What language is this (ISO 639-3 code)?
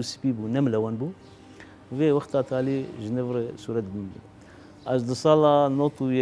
kur